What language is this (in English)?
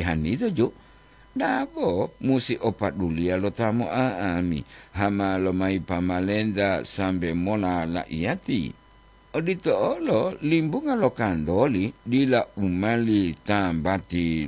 Gorontalo